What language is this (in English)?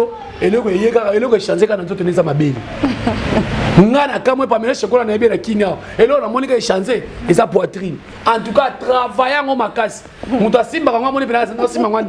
Lingala